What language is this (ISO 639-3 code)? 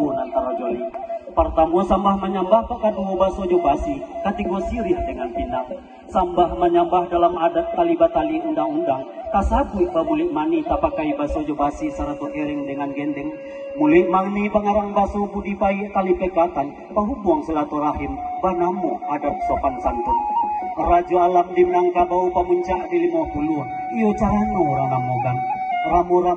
min